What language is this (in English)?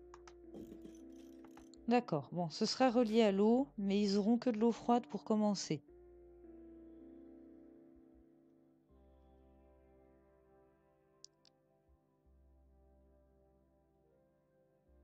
French